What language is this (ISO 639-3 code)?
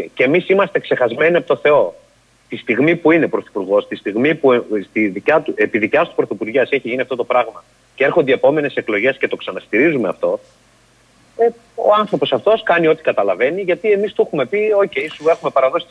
ell